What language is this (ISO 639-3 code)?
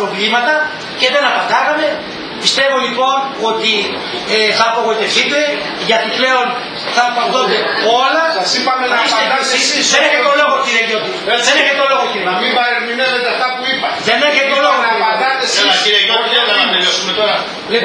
ell